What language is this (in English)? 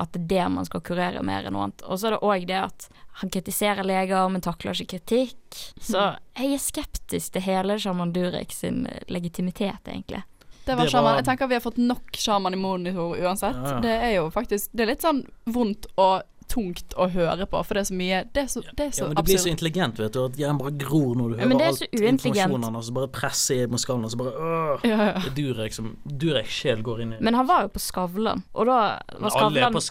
Norwegian